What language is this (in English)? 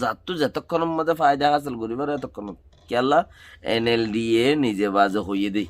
Rohingya